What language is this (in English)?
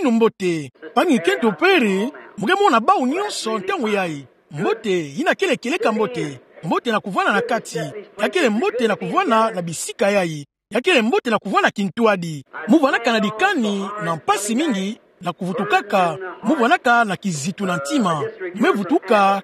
Kituba (Democratic Republic of Congo)